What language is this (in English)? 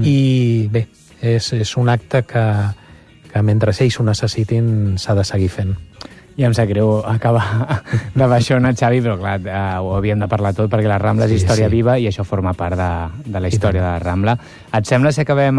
Catalan